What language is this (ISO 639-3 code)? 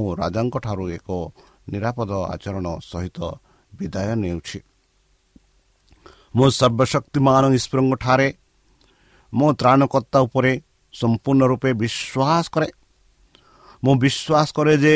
ori